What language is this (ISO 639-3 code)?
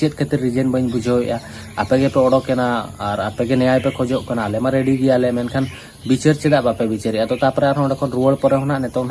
sat